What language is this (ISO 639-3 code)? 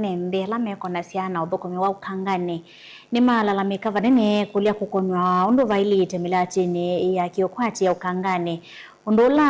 kam